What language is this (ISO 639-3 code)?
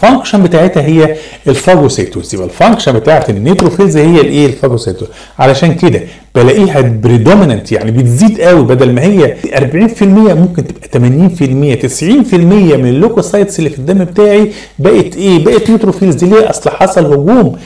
arz